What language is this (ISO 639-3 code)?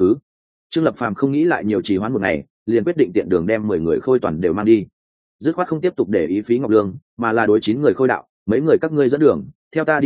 vie